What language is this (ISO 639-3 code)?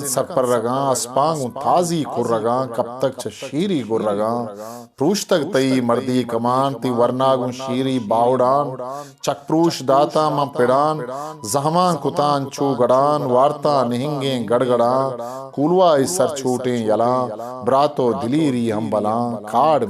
bgp